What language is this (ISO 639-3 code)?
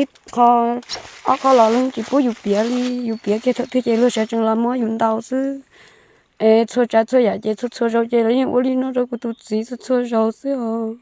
hmn